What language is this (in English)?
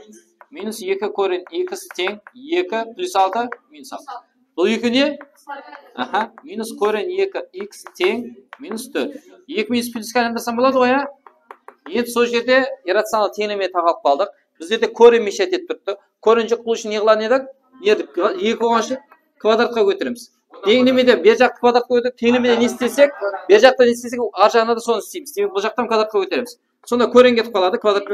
Kara-Kalpak